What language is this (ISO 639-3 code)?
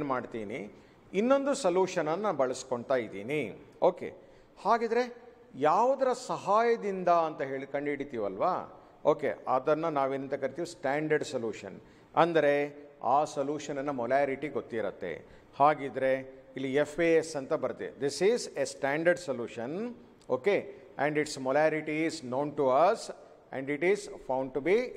kan